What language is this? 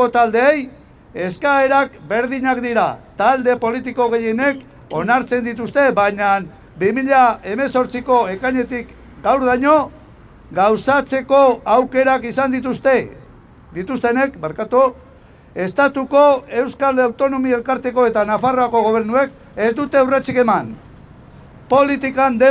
Basque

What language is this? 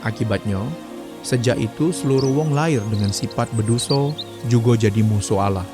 Musi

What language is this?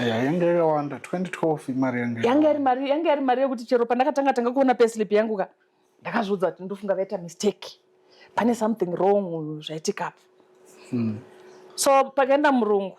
Shona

